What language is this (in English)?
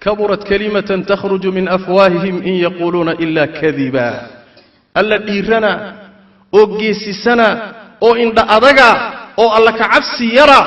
Somali